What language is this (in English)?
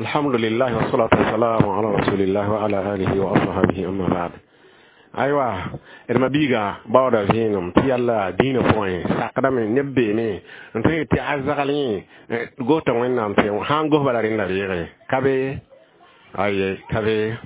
Mossi